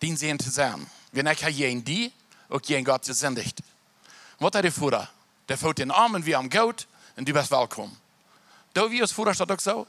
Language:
Plautdietsch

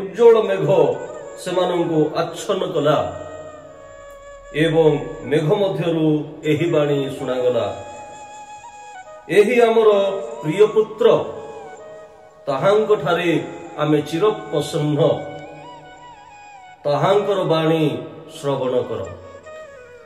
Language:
Odia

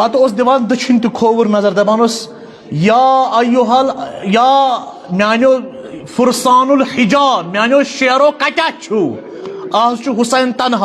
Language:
Kashmiri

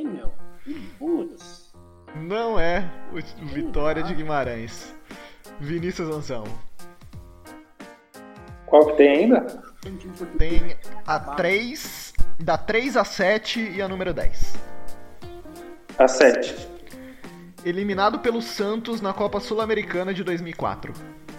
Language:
Portuguese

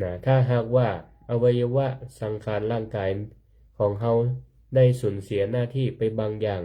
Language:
Northern Thai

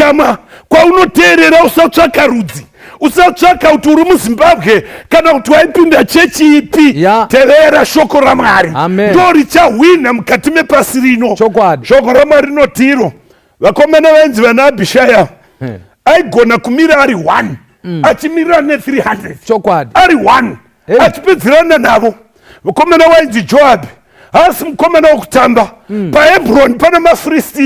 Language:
Shona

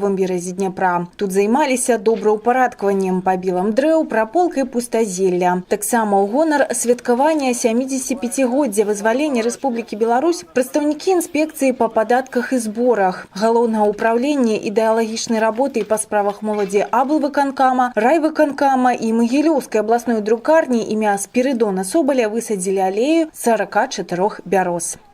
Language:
Belarusian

